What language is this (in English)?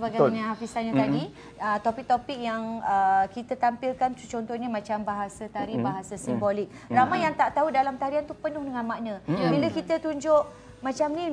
Malay